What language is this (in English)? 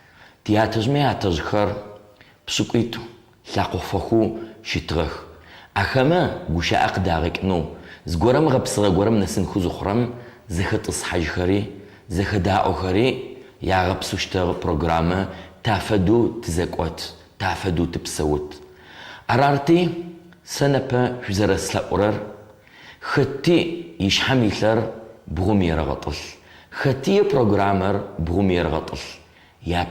Adyghe